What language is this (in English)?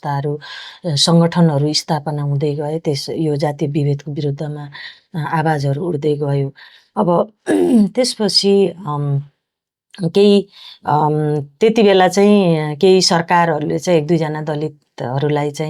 Nepali